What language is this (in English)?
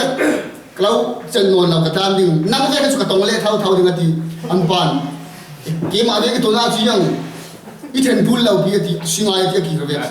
Falam Chin